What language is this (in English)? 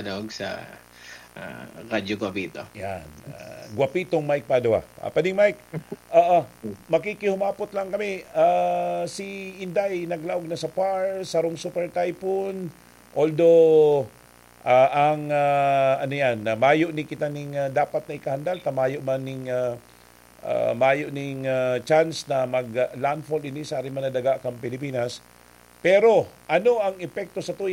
Bikol